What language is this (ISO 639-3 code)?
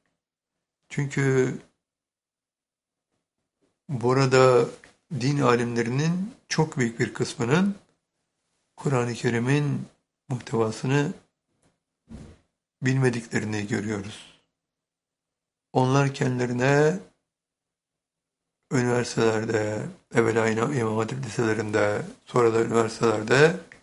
tur